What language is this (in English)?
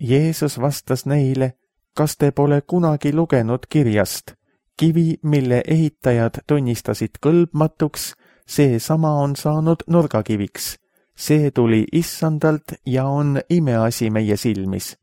Estonian